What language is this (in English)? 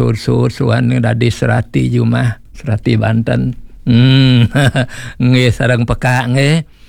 Balinese